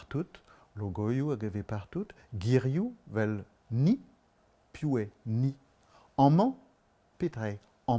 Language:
Breton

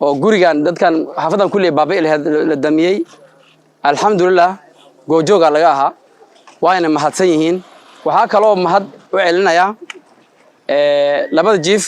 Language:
Somali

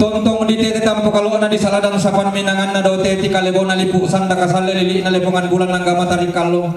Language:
Toraja-Sa'dan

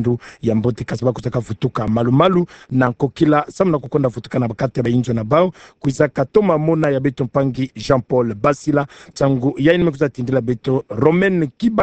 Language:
Kituba (Democratic Republic of Congo)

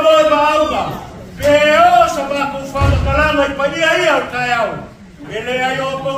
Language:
Samoan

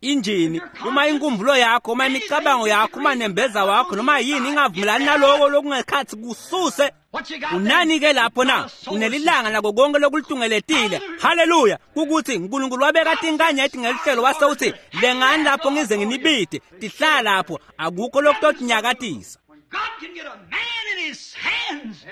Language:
Swati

